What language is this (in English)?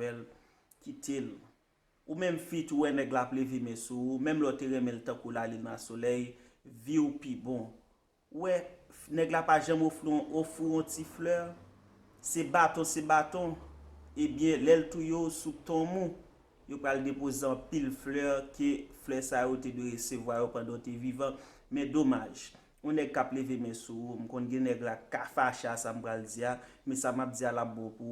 Haitian Creole